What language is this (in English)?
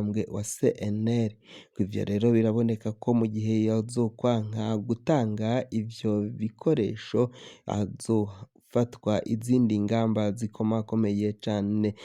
Rundi